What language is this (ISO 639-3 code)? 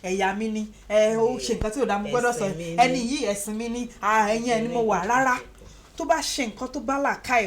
yor